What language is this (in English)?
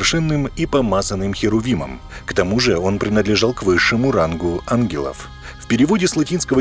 Russian